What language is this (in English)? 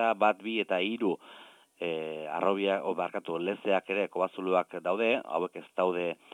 Basque